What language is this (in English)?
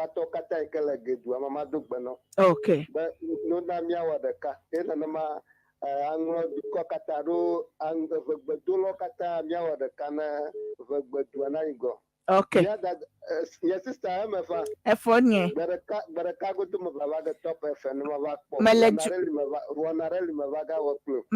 Ewe